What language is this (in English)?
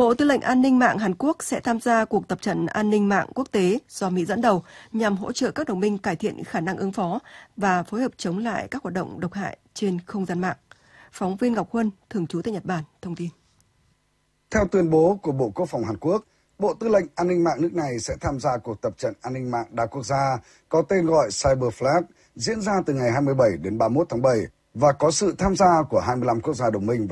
Vietnamese